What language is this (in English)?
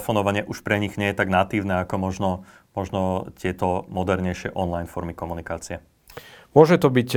Slovak